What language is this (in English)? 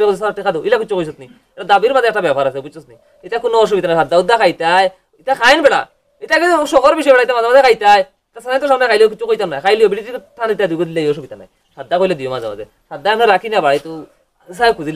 Sylheti